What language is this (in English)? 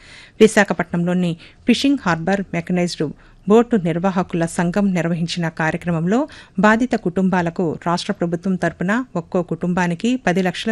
Telugu